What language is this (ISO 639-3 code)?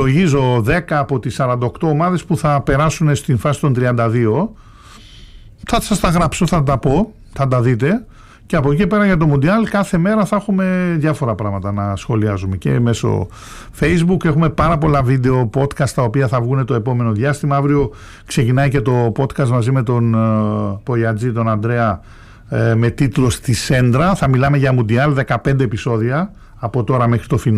ell